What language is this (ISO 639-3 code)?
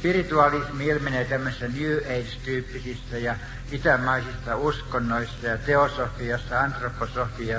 fin